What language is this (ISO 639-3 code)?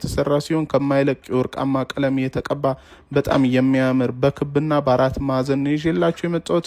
amh